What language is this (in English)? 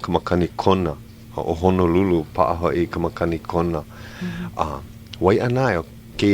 Hawaiian